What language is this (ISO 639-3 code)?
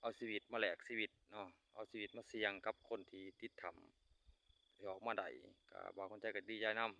lao